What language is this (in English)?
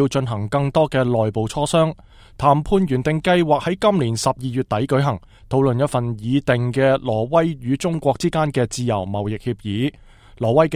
Cantonese